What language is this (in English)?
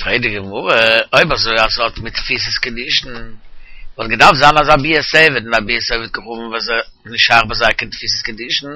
Yiddish